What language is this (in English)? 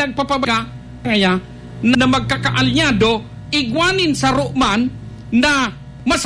Bikol